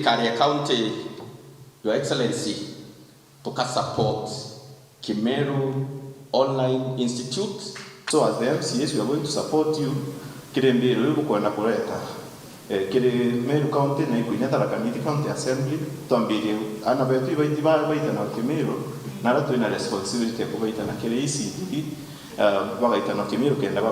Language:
Meru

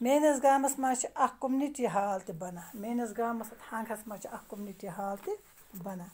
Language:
Kashmiri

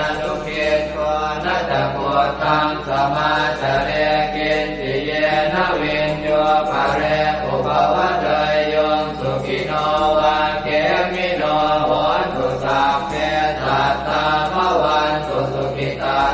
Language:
Pali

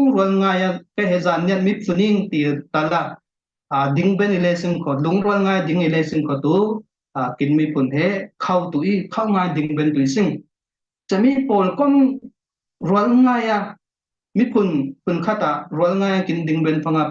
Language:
Falam Chin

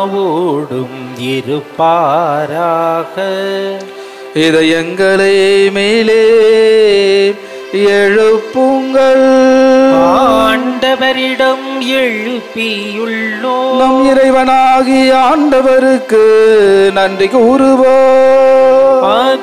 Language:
Tamil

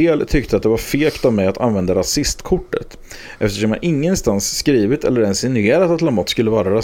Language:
Swedish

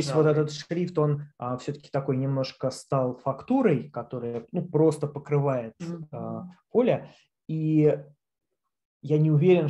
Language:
Russian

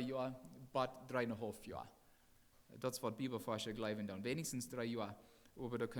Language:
Plautdietsch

